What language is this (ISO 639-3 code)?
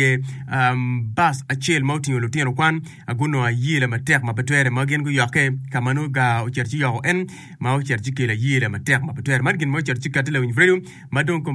ach